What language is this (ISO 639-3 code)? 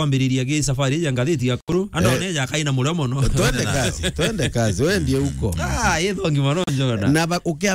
mer